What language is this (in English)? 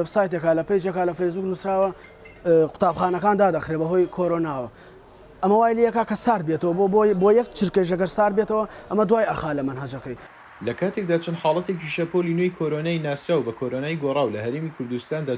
Central Kurdish